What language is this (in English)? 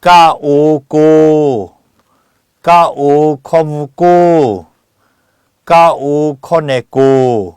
Lahu